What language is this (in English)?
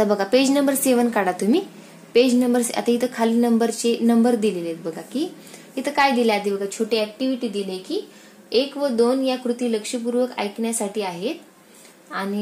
Marathi